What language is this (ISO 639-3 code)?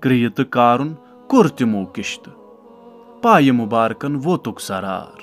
kas